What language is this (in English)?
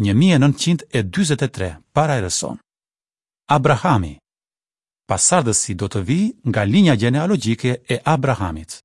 Albanian